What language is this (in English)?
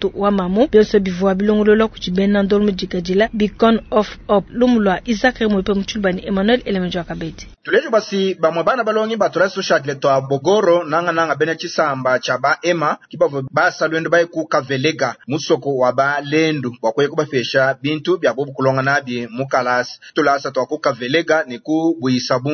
Luba-Lulua